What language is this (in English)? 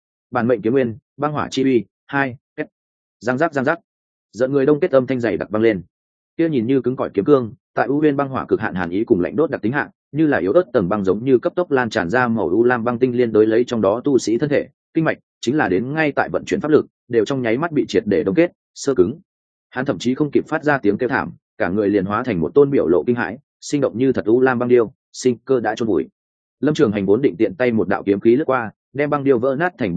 Vietnamese